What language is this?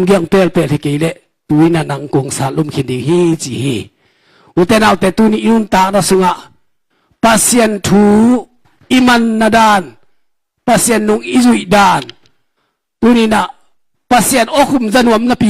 Tedim Chin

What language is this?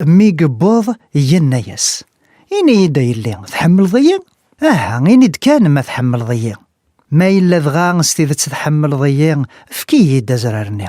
Kabyle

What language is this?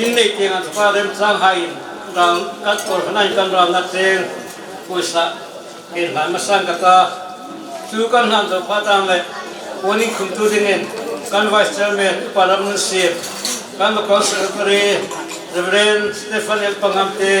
Hmar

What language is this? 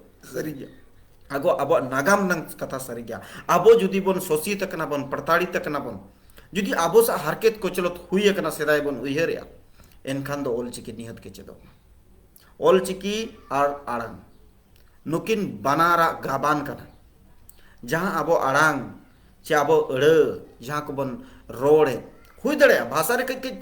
Santali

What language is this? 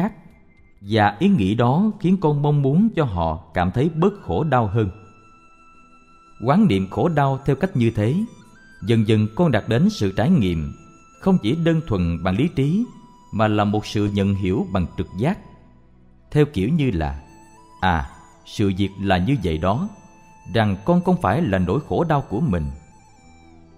Vietnamese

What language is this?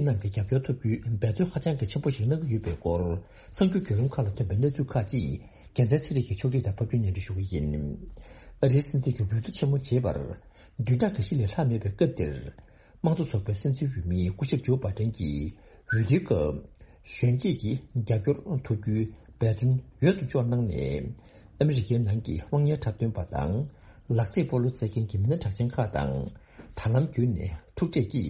Tibetan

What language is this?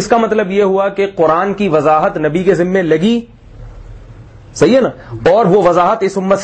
Urdu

